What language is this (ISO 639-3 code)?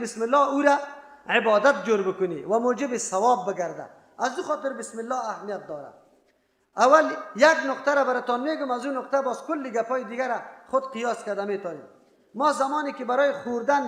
fas